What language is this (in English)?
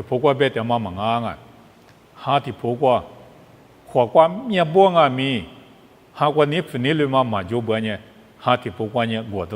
Lisu